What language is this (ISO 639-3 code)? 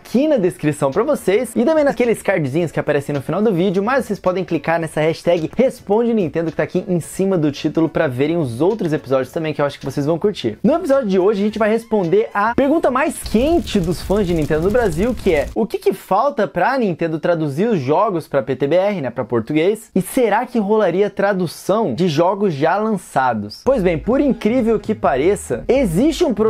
por